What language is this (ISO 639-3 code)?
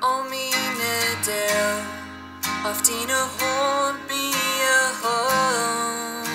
pdt